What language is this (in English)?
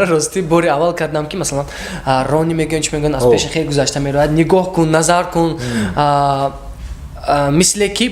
Tajik